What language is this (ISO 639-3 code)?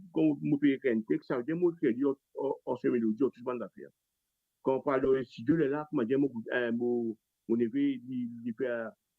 mfe